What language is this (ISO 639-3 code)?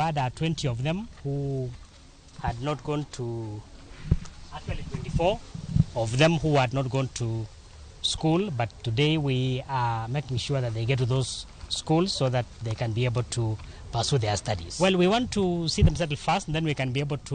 luo